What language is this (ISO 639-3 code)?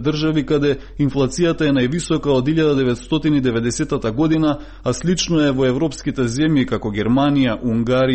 mkd